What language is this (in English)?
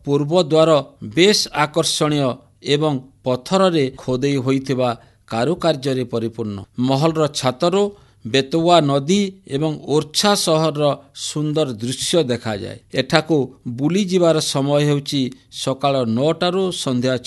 Odia